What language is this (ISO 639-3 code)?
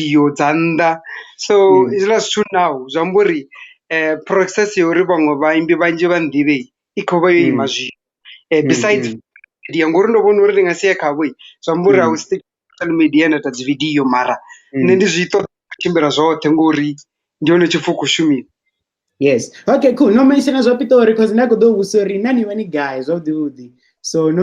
ven